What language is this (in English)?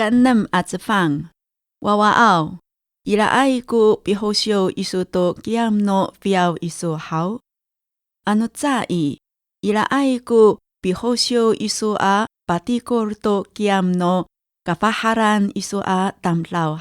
Amis